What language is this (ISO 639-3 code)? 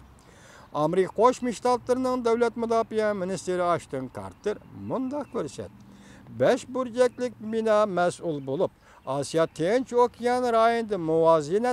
uig